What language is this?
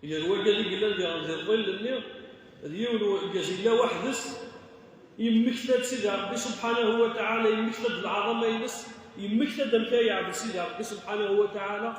Kabyle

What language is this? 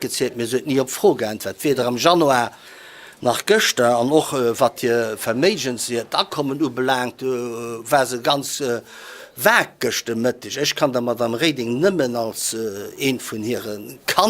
Luxembourgish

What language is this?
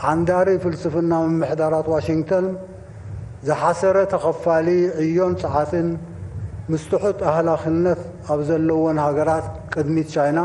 Tigrinya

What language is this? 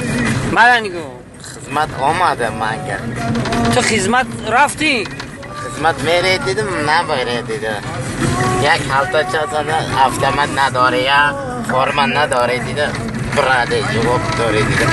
Tajik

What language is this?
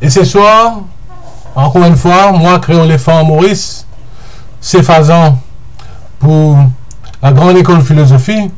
Morisyen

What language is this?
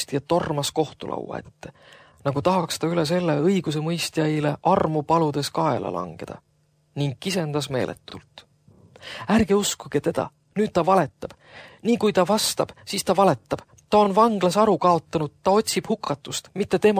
Estonian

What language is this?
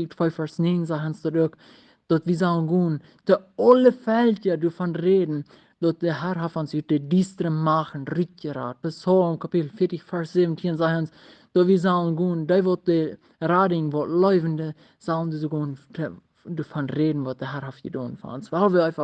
Plautdietsch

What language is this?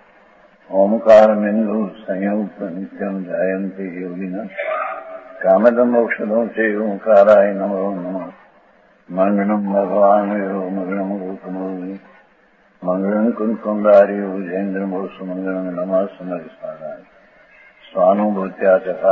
Gujarati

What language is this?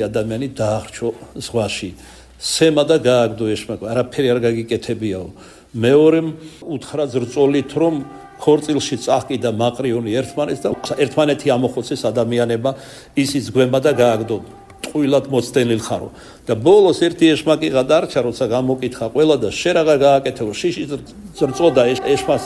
Georgian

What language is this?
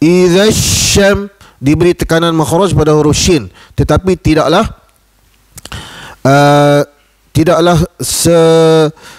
Malay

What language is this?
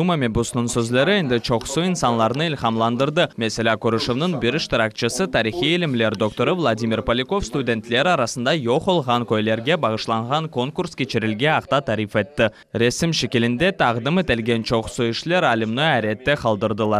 Crimean Tatar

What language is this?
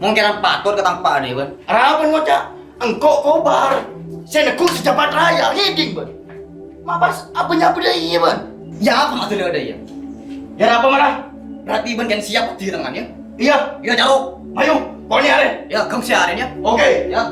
Madurese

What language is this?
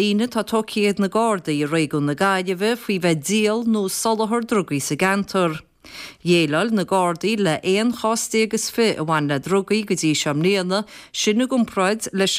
Irish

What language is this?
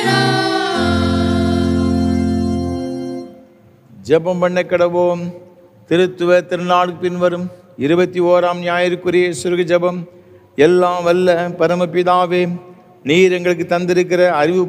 Tamil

